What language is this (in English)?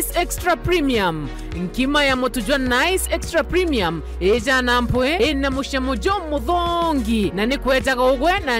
Meru